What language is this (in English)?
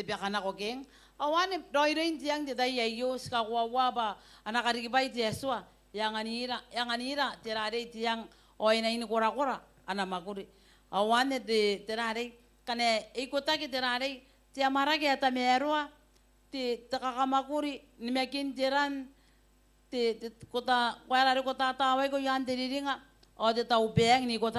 Gilbertese